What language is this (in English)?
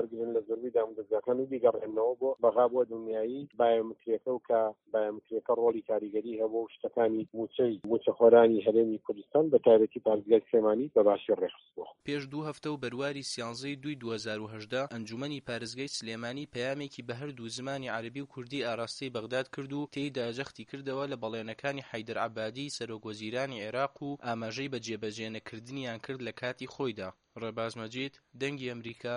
Central Kurdish